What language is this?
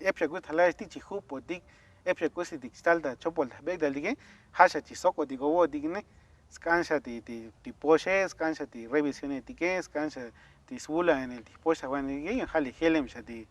Tzotzil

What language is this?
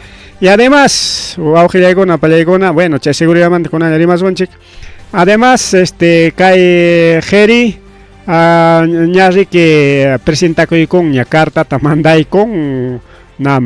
Ayacucho Quechua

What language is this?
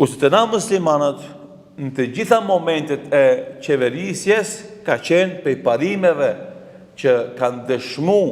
Albanian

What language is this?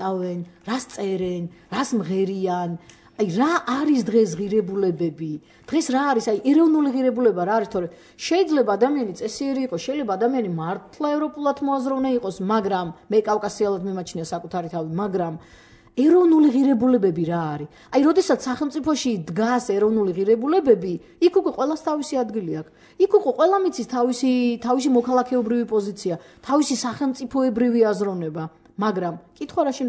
Georgian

